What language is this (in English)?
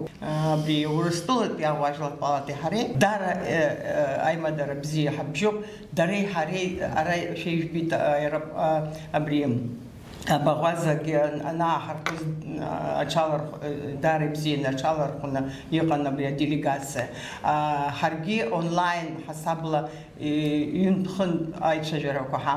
Abkhazian